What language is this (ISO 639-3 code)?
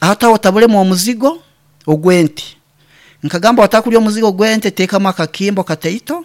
nyn